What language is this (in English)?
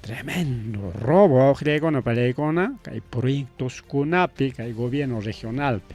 Ayacucho Quechua